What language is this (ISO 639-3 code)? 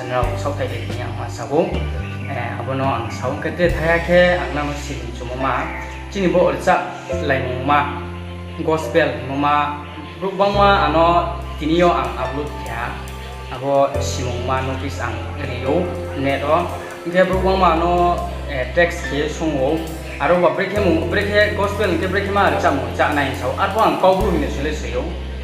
ria